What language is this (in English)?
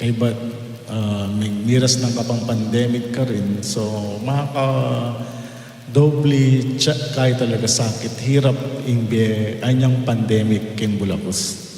Pampanga